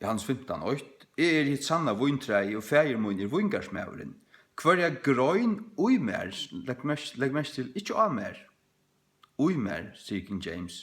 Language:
Faroese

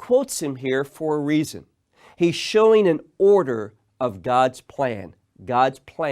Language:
English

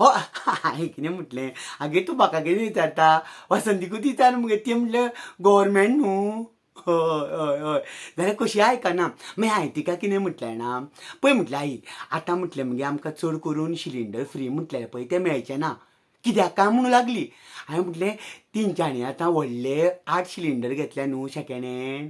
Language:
Konkani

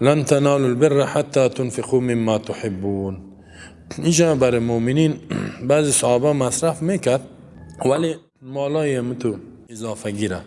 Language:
Persian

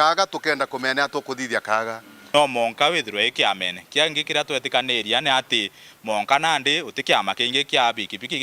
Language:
Meru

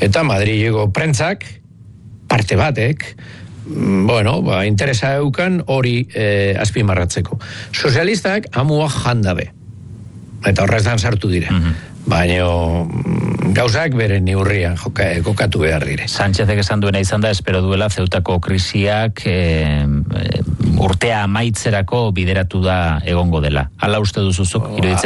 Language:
Basque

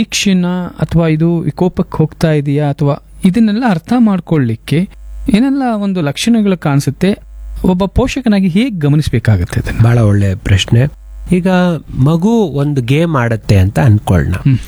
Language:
Kannada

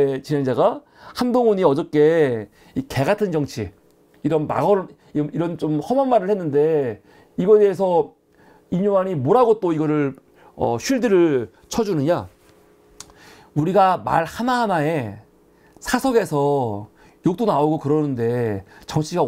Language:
Korean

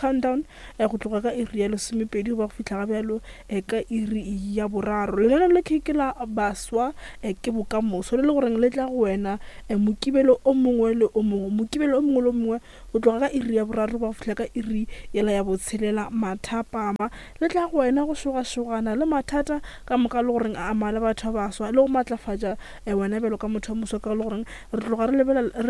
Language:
Northern Sotho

